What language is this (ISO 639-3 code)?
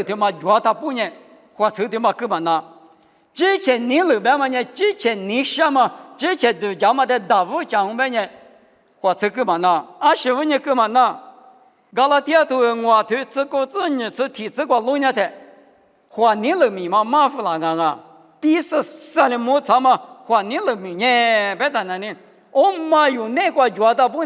lis